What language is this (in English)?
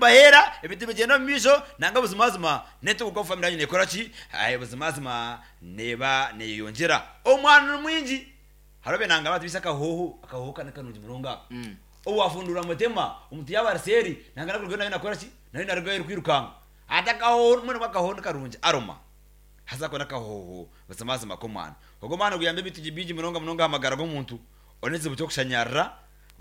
Nyankole